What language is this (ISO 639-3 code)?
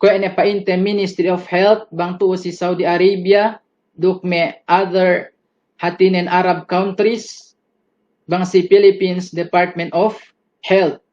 yka